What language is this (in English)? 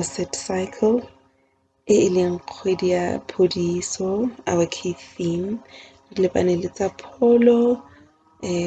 Tswana